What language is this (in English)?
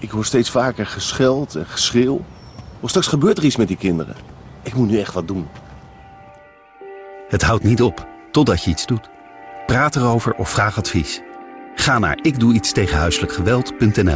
Dutch